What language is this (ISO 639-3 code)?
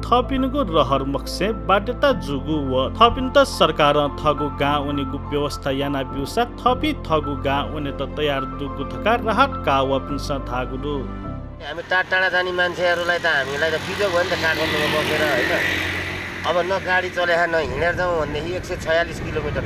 new